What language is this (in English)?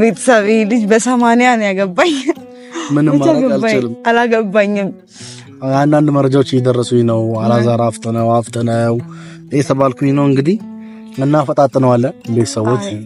Amharic